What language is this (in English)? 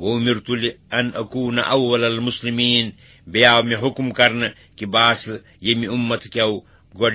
Kashmiri